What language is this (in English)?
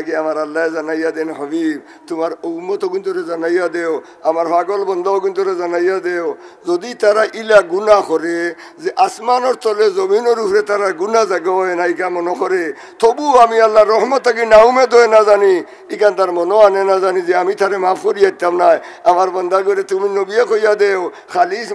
Sylheti